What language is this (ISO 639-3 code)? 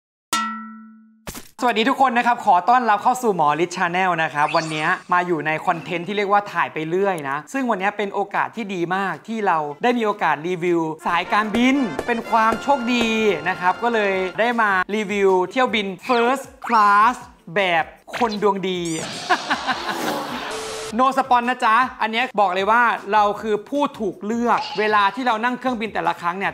tha